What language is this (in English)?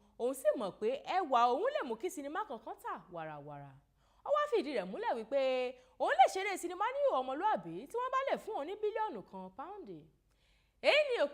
Yoruba